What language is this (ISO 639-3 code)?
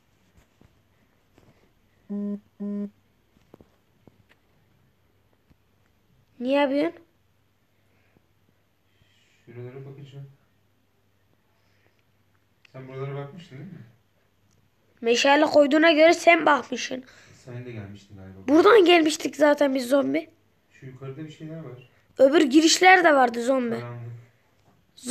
tur